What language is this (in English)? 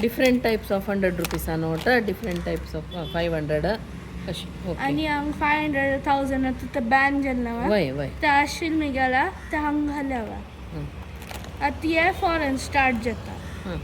Konkani